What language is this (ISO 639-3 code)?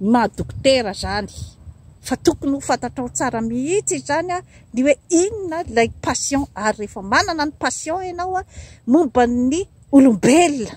mlg